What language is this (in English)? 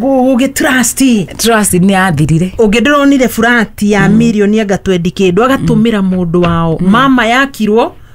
Kikuyu